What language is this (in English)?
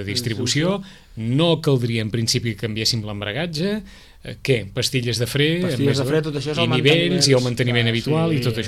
Catalan